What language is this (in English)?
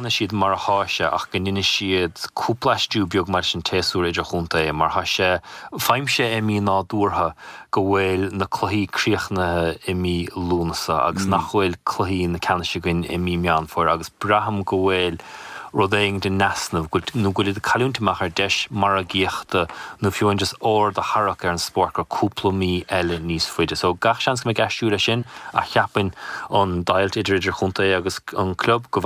Irish